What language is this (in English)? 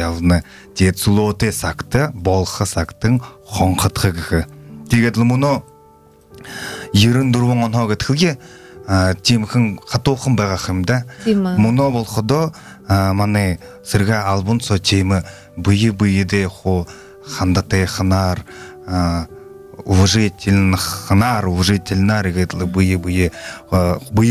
Buriat